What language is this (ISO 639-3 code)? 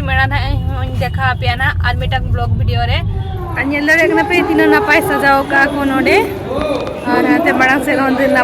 sat